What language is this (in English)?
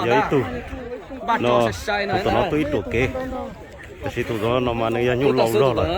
Hmong